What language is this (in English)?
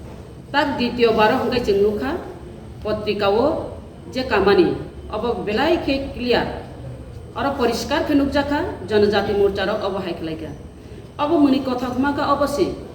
Kok Borok